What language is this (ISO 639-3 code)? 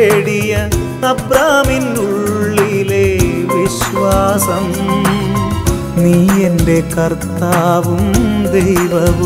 mal